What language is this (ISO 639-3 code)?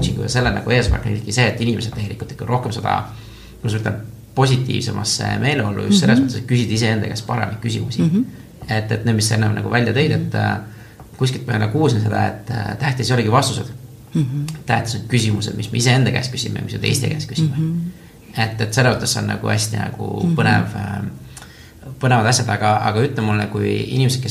est